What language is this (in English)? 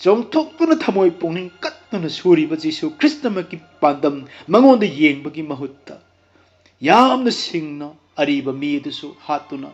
Manipuri